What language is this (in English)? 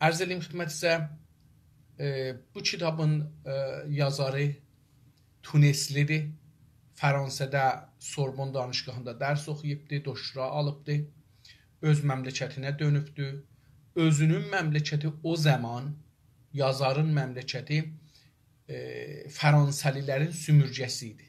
South Azerbaijani